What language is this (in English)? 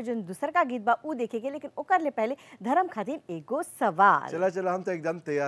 Bhojpuri